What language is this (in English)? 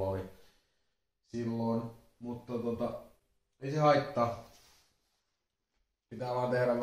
Finnish